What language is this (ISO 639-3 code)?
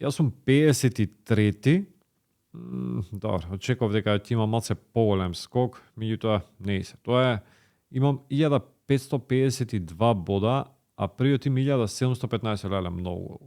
mkd